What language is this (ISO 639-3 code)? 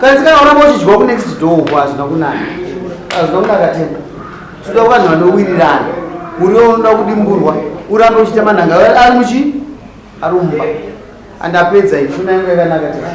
sna